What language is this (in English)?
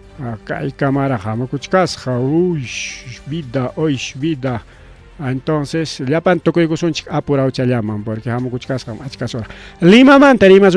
Ayacucho Quechua